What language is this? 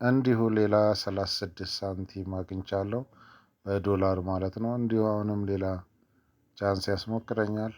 Amharic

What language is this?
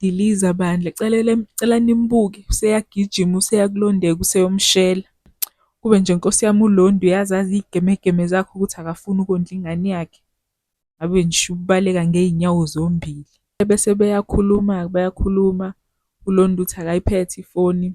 Zulu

